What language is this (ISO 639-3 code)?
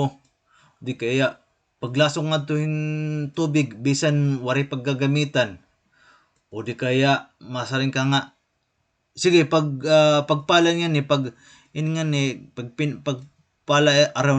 war